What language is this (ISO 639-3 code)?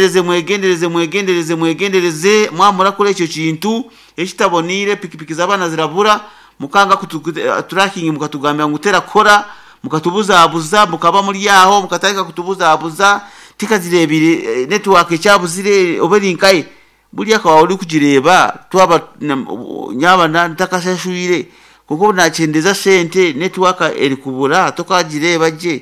nyo